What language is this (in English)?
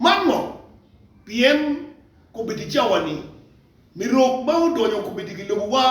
Acoli